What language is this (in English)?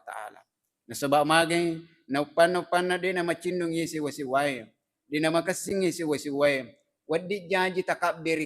Buginese